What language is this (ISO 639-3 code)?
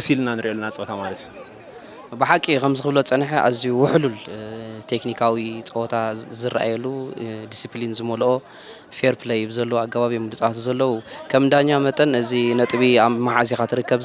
tir